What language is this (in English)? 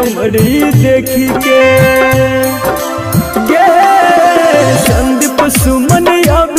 Bhojpuri